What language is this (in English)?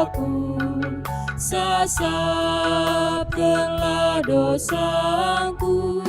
Batak Karo